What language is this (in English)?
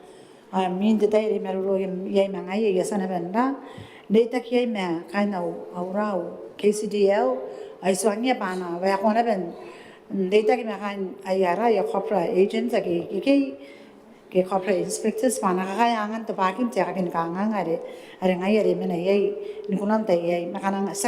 Gilbertese